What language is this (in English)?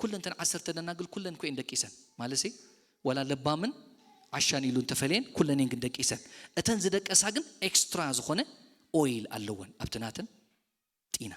Tigrinya